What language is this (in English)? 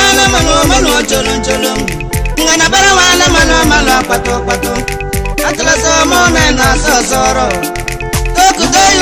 Tem